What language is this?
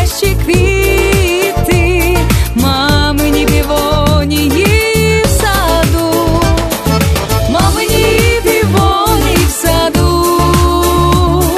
Ukrainian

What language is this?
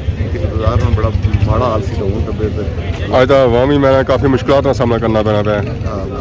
Pahari-Potwari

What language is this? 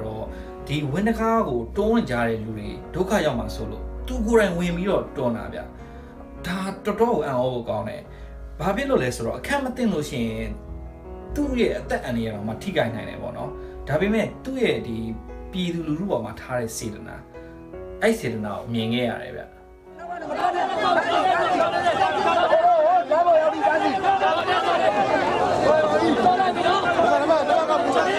Burmese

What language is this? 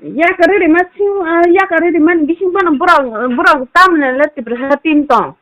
Kok Borok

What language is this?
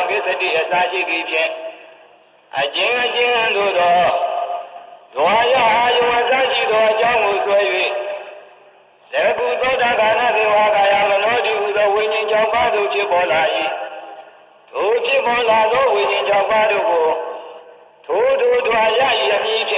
Burmese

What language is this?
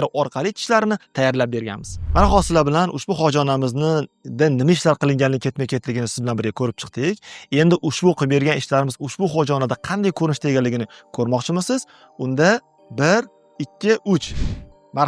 Uzbek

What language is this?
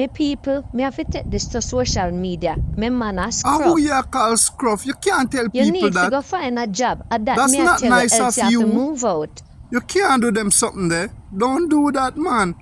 Jamaican Creole English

